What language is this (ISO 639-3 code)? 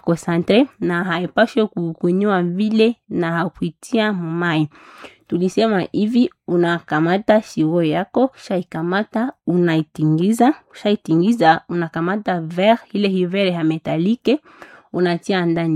swa